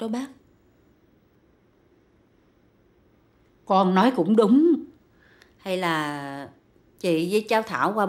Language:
Vietnamese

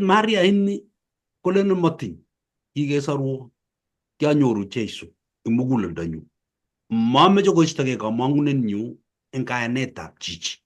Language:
Kalenjin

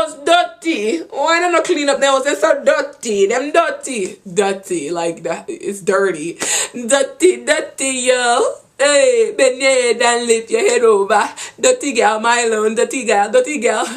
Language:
Jamaican Creole English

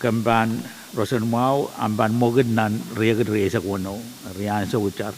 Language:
Pohnpeian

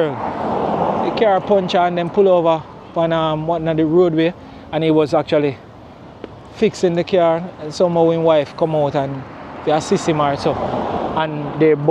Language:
Jamaican Creole English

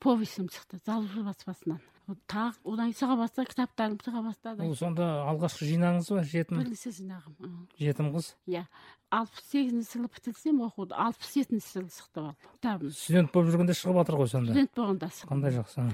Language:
Kazakh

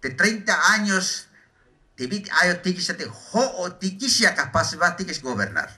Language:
Tzeltal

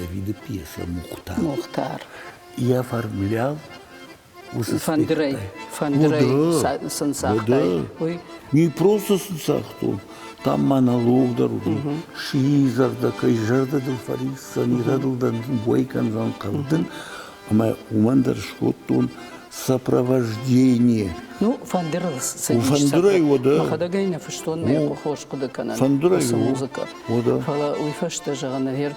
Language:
Ossetic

